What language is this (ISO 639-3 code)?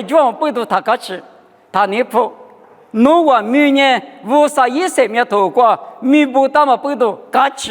lis